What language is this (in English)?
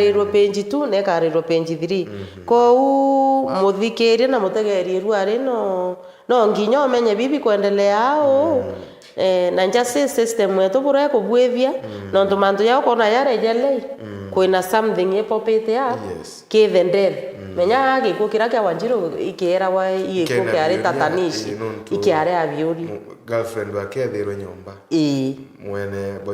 Meru